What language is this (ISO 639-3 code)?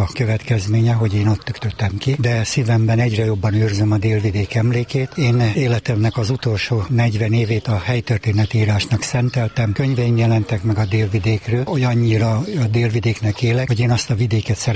hun